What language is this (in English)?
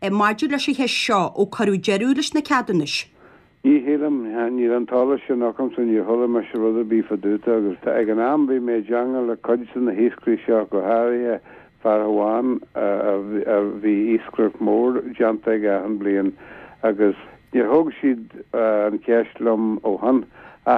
Irish